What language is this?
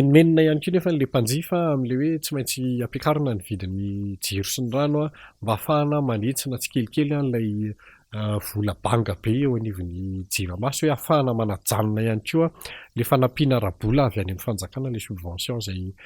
Malagasy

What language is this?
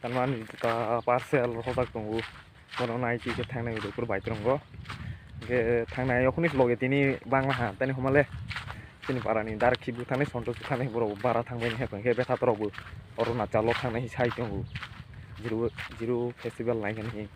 Kok Borok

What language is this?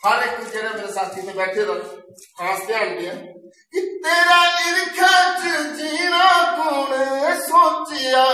Dogri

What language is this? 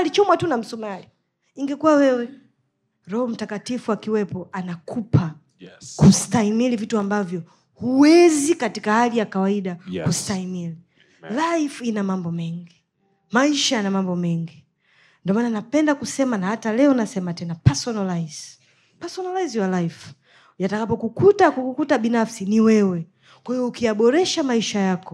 Swahili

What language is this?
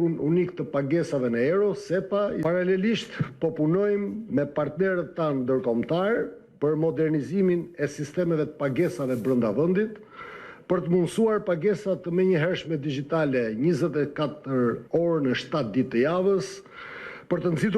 Albanian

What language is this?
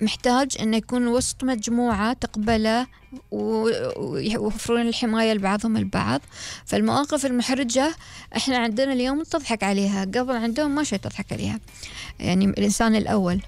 Gulf Arabic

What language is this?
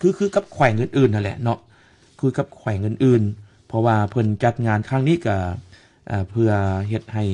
Lao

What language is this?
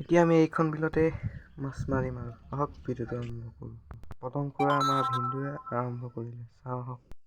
Assamese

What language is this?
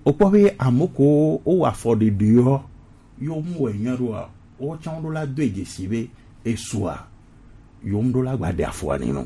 Gen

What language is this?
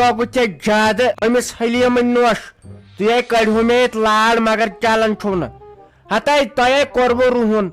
Kashmiri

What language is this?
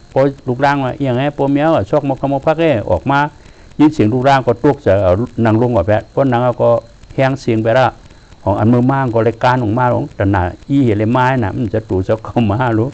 Shan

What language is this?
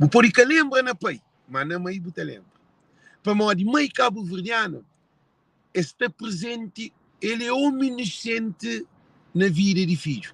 Kabuverdianu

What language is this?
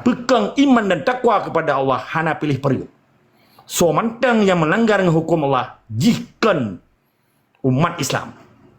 Achinese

